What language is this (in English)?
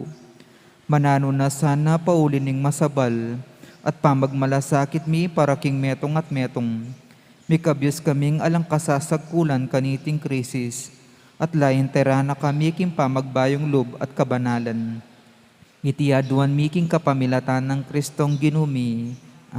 Pampanga